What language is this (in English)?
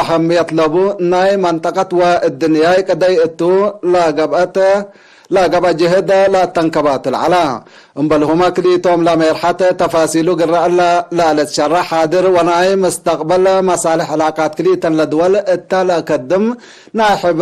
Tigre